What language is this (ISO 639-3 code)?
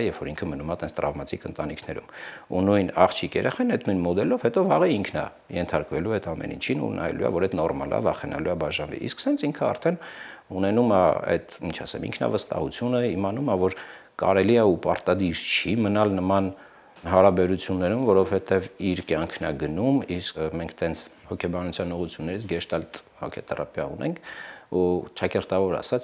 hye